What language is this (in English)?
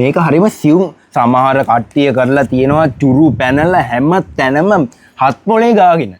Sinhala